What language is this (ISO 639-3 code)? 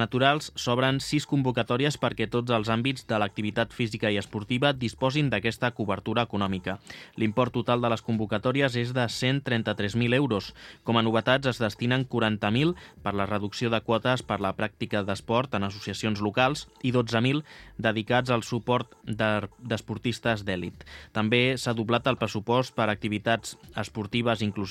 cat